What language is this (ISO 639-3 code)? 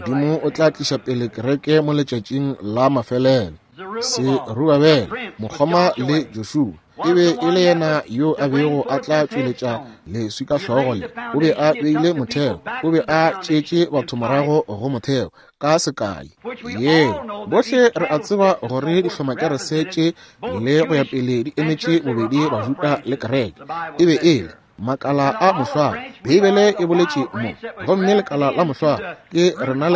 nso